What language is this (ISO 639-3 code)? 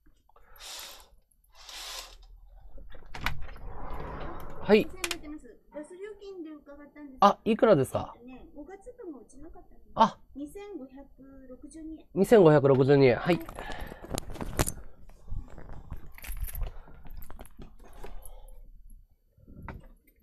jpn